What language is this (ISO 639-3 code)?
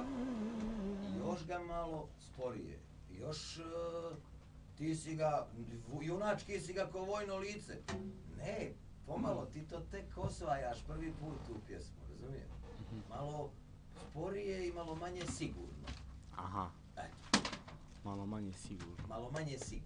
bos